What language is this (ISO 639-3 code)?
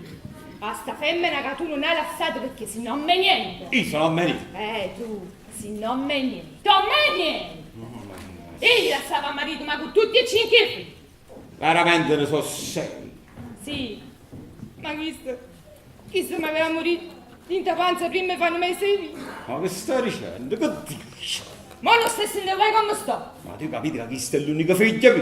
nap